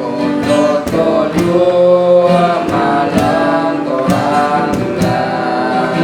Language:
Minangkabau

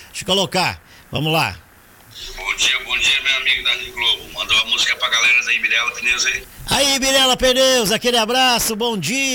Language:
Portuguese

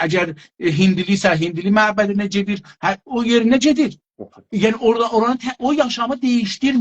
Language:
South Azerbaijani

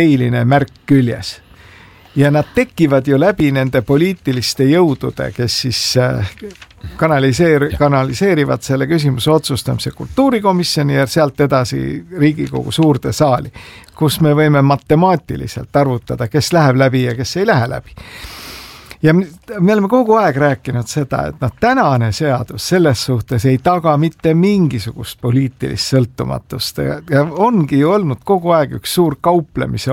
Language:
Estonian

